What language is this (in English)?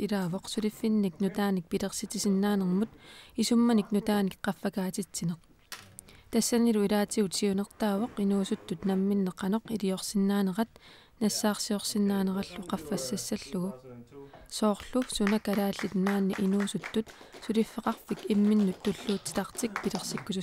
Kalaallisut